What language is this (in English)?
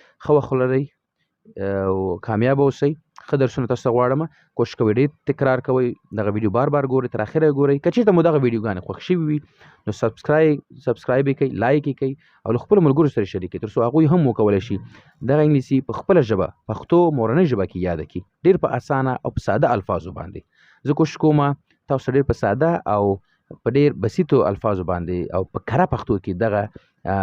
Pashto